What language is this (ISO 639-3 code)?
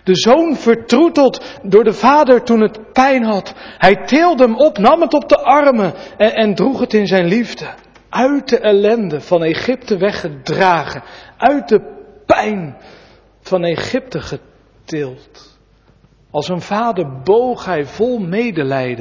nld